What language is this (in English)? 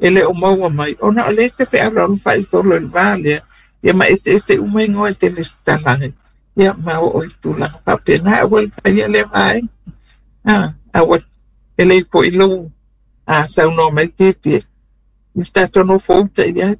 Samoan